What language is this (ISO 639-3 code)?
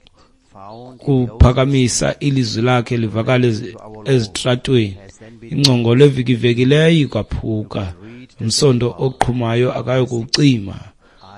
xho